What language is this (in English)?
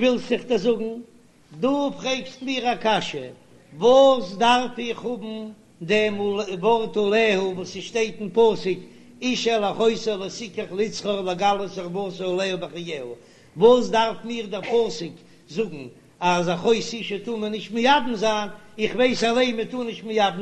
Yiddish